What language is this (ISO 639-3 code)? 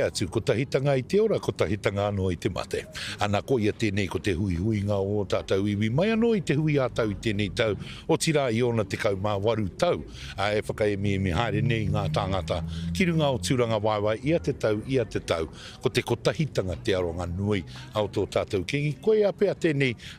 mri